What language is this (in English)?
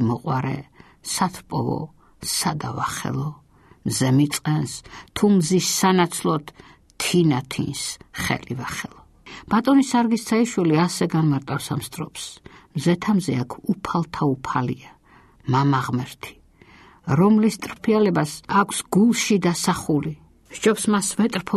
Georgian